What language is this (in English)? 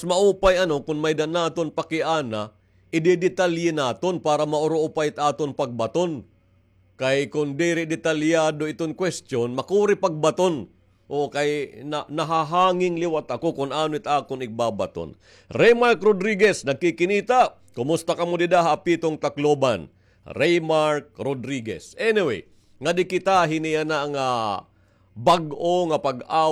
Waray